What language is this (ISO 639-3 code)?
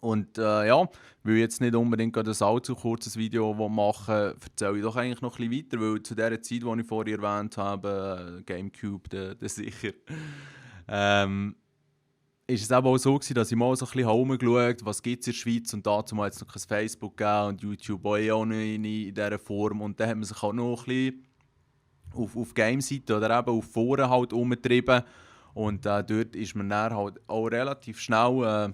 gsw